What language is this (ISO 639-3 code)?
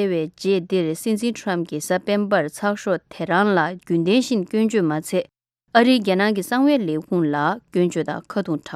bod